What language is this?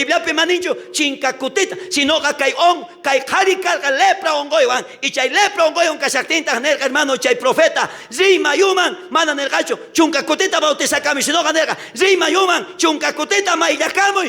South Bolivian Quechua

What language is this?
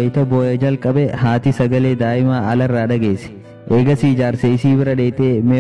Oromo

